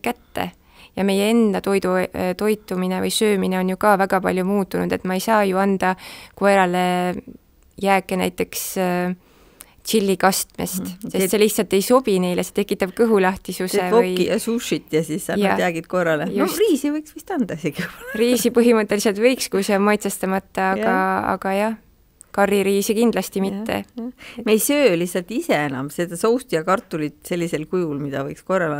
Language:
Estonian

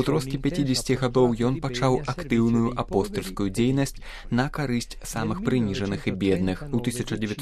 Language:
Belarusian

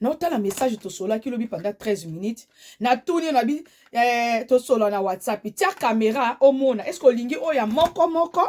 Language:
Lingala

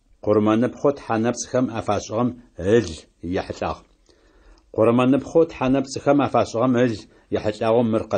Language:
Adyghe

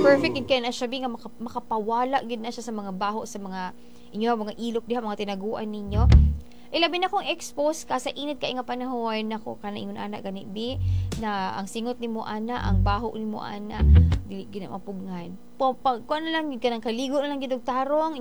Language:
Cebuano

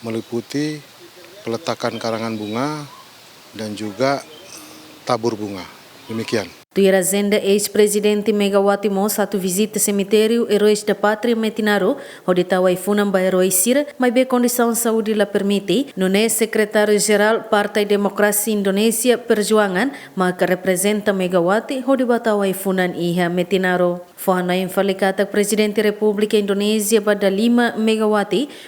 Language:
Tetum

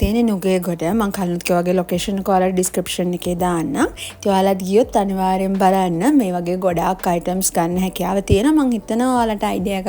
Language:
Sinhala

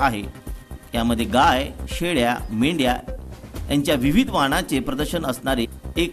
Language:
Marathi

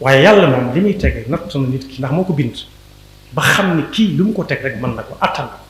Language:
Wolof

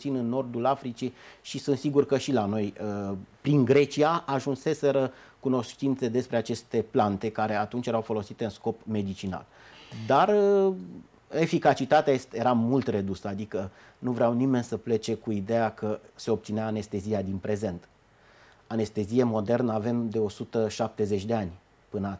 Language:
Romanian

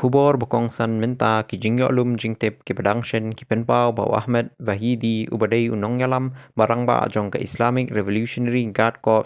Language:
Khasi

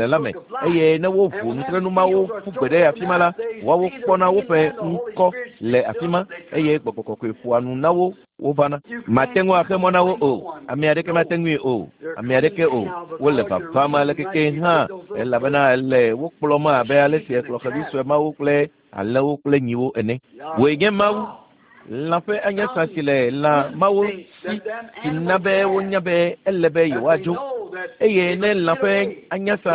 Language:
Ewe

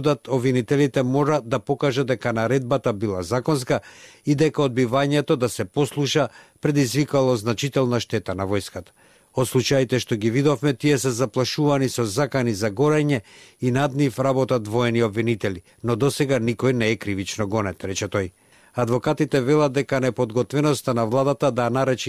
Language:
Macedonian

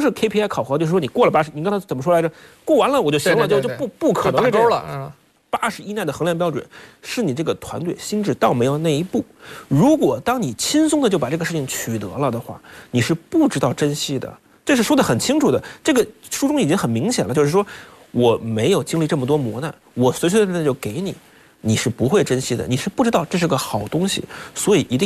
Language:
Chinese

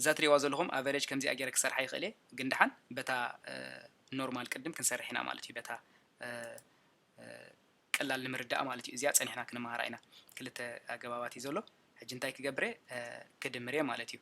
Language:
Tigrinya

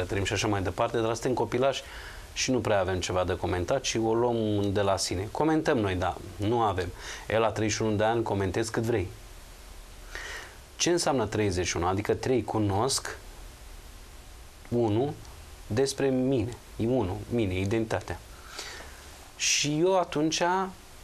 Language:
Romanian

